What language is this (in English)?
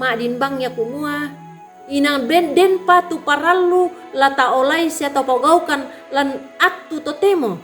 Toraja-Sa'dan